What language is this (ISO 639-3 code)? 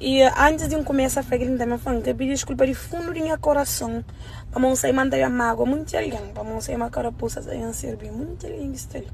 kea